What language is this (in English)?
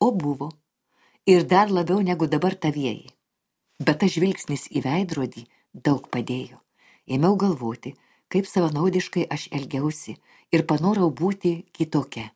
Lithuanian